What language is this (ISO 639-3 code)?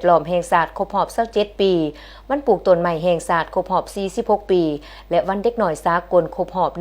lao